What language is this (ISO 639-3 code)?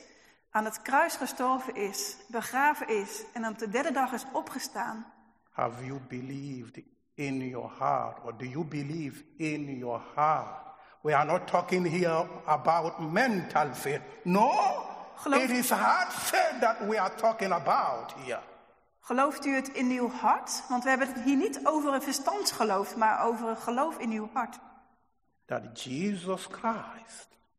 nld